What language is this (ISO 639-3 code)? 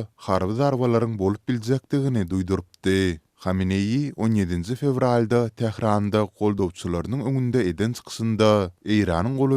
tuk